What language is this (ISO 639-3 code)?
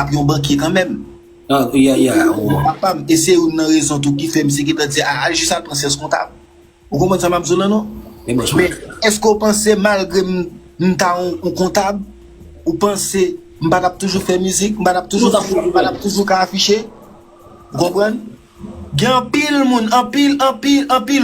hat